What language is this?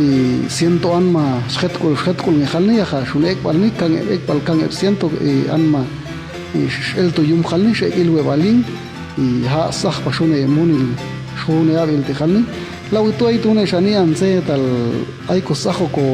Popti'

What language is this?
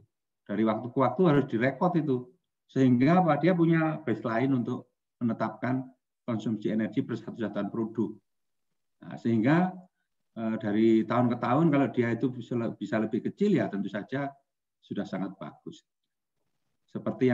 Indonesian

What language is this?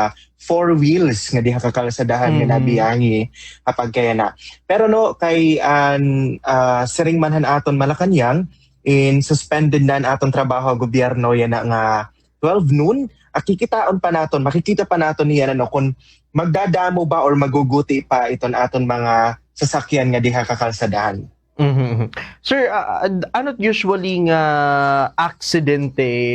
Waray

